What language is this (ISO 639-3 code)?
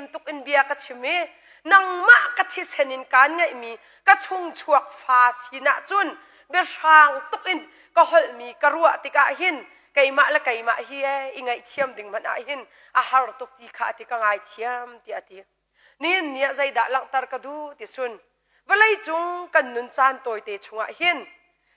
cnh